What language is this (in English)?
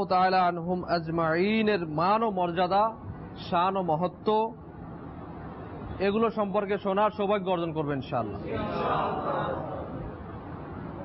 Bangla